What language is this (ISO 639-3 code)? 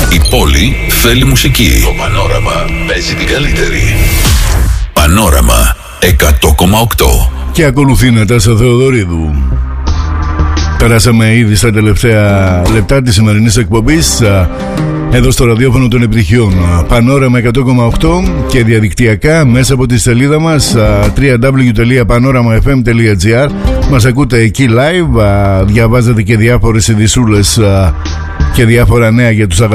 ell